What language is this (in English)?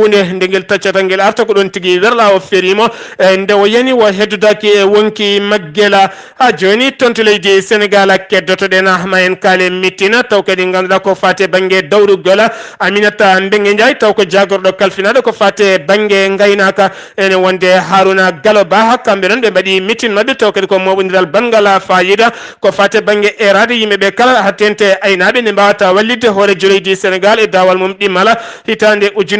Fula